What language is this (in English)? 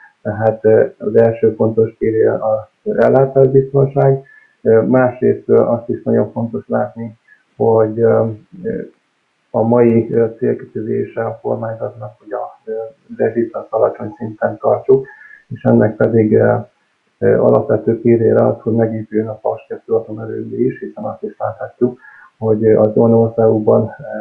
Hungarian